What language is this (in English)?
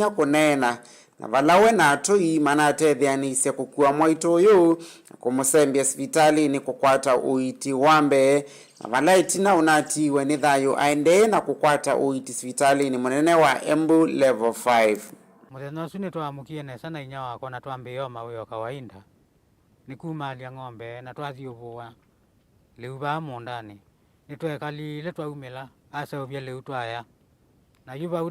Kamba